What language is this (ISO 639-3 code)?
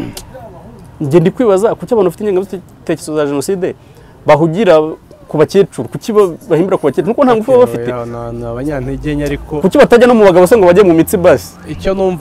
kin